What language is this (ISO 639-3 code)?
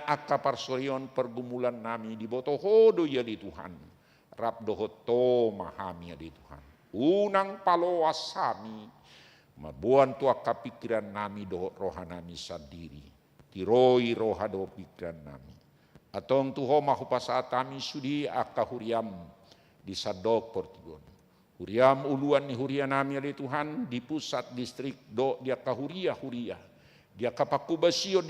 bbc